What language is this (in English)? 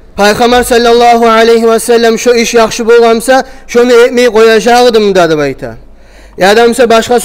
Kumyk